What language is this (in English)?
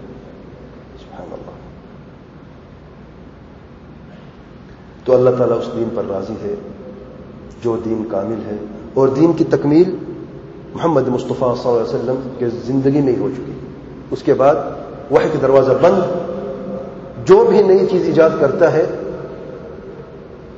Urdu